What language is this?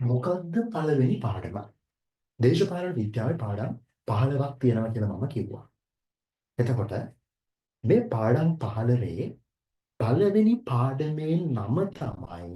Sinhala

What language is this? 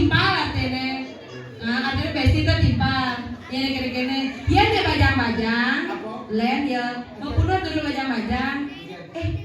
Balinese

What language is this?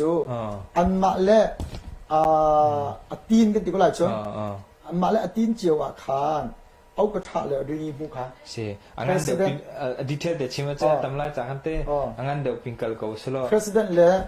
Hakha Chin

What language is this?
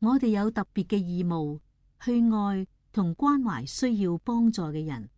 Cantonese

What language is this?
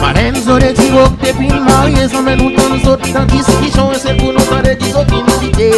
Seselwa Creole French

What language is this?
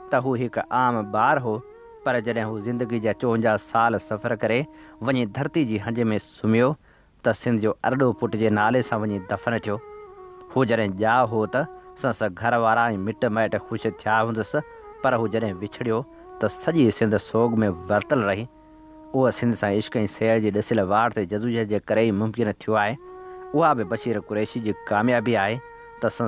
Sindhi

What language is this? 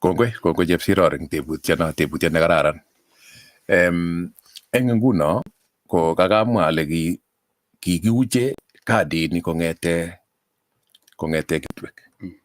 Kalenjin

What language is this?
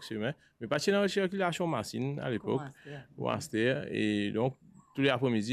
Morisyen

